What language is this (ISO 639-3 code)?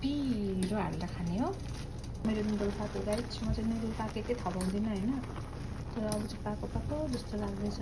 nep